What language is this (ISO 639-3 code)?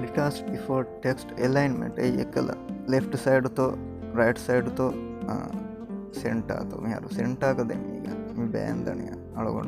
div